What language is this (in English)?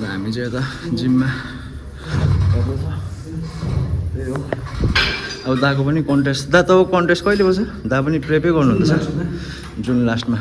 Nepali